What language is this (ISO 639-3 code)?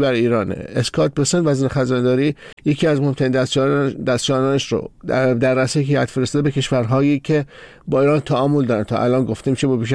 fas